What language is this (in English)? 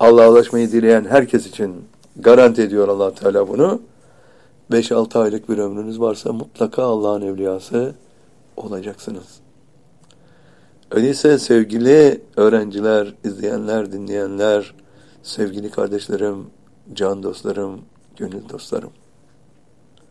Turkish